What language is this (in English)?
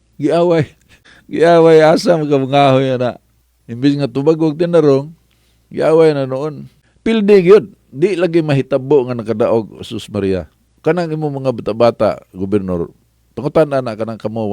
Cebuano